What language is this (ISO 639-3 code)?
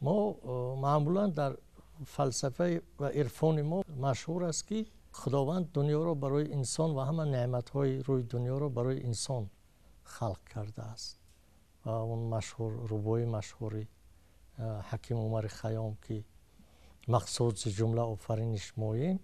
tgk